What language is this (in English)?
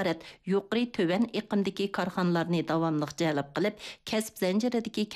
Uyghur